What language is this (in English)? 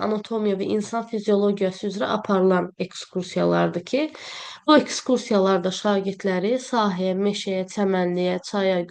Azerbaijani